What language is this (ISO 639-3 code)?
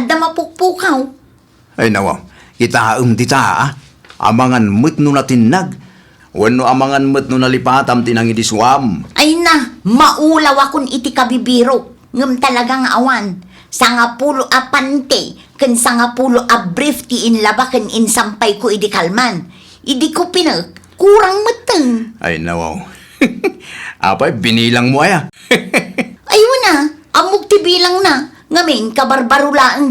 ilo